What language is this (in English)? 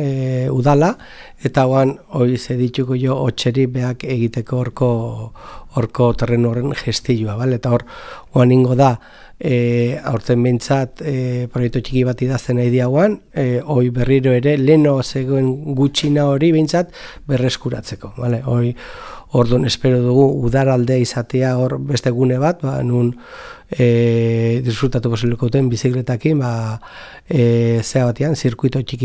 Basque